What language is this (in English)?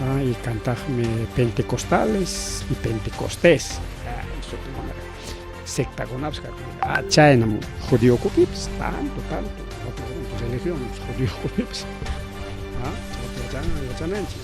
Ayacucho Quechua